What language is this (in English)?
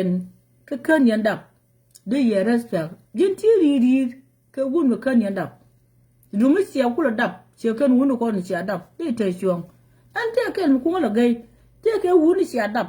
Nuer